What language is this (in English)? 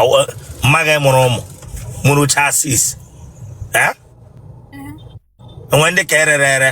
Igbo